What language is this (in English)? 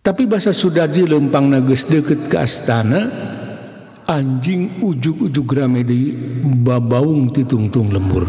Sundanese